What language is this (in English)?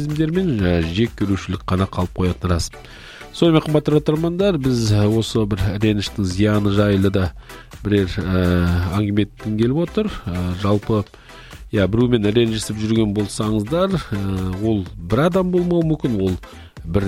Kazakh